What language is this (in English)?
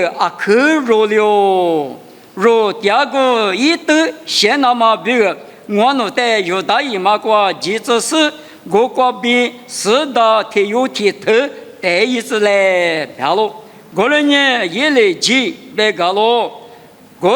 Lisu